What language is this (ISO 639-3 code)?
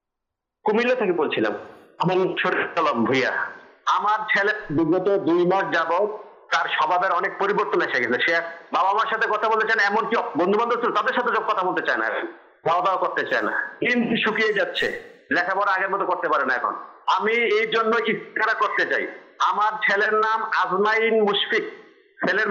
ben